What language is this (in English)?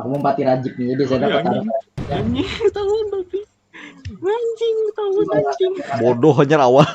Banjar